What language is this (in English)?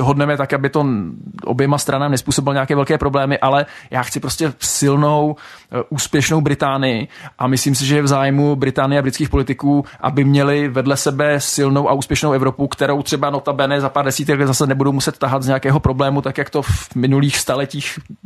Czech